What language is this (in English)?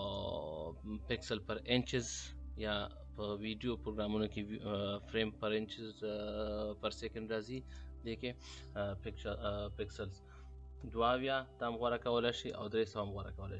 Pashto